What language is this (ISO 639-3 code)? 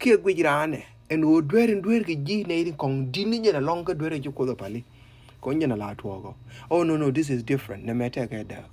nus